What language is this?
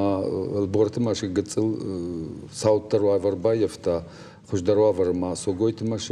Ossetic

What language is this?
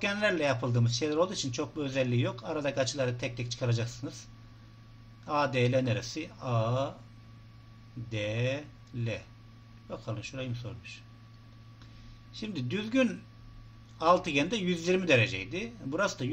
Turkish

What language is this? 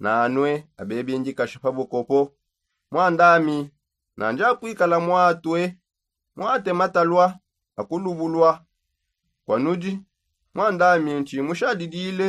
Songe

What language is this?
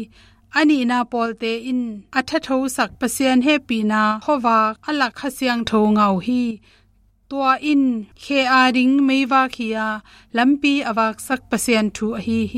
Tedim Chin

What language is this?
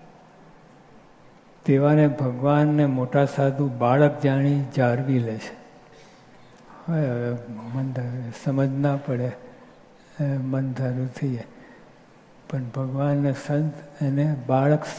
Gujarati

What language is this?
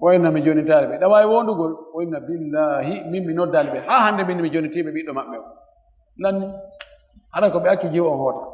Fula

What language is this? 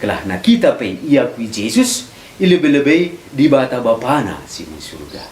Batak Karo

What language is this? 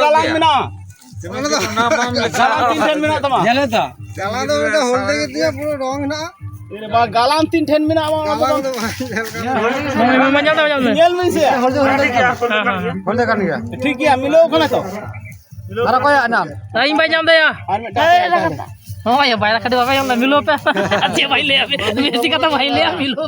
Santali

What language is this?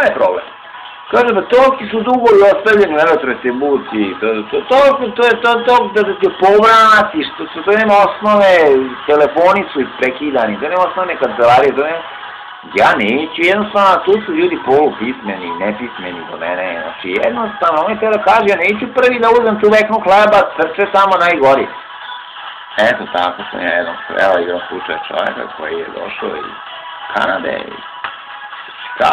Serbian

